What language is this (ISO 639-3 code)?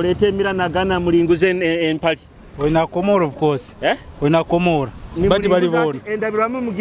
nyo